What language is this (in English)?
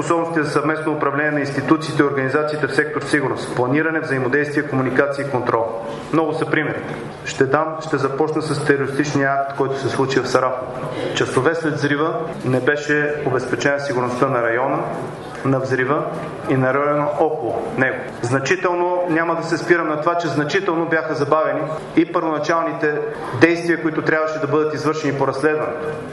Bulgarian